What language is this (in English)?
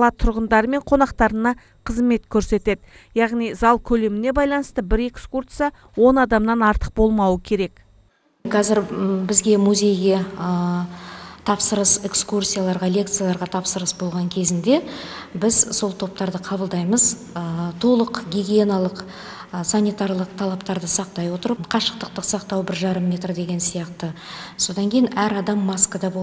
Kazakh